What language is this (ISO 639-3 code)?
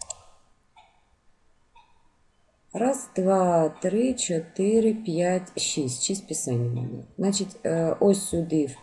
ukr